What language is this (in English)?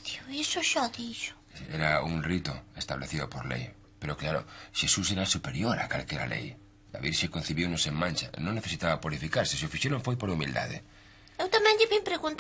Galician